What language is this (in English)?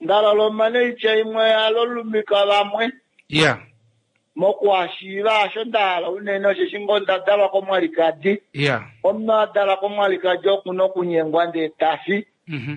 Kuanyama